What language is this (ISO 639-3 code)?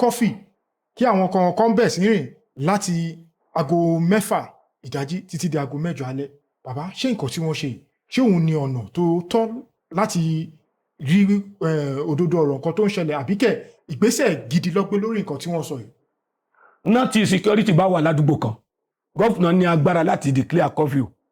yor